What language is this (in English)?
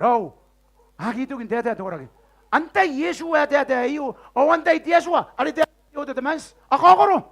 Gilbertese